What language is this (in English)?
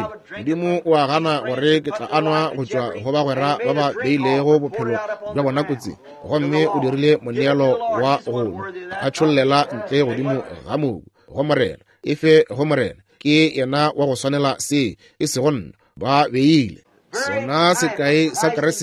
Northern Sotho